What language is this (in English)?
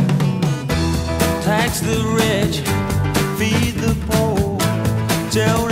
English